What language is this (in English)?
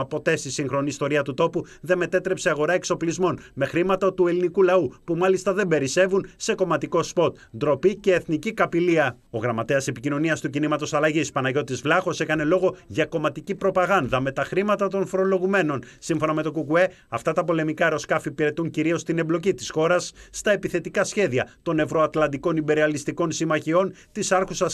Greek